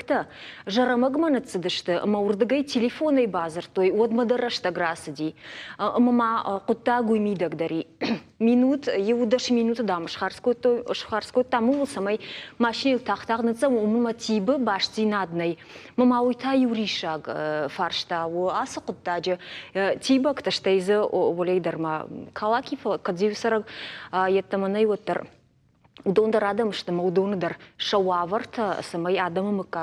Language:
Ossetic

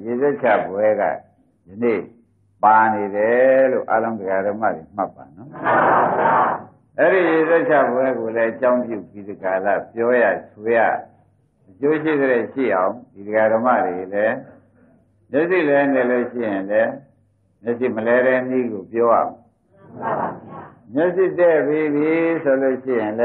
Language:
Burmese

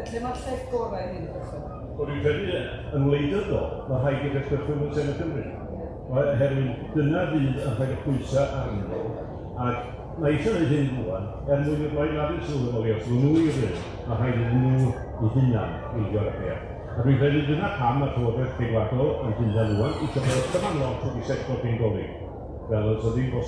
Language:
Welsh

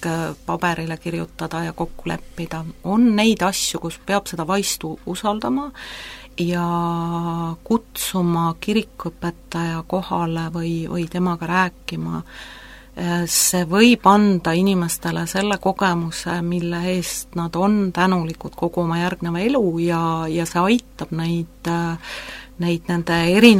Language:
Estonian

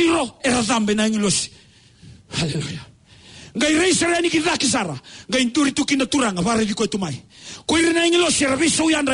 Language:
Fijian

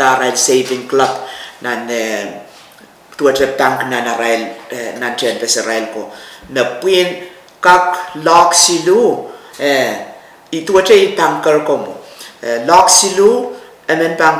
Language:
Pohnpeian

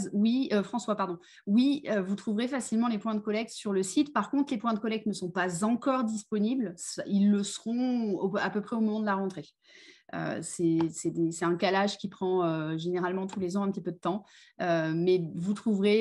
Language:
French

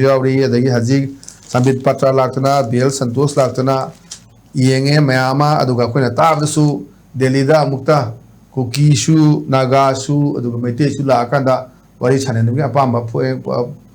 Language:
Manipuri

